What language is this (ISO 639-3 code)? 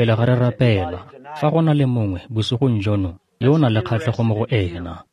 tsn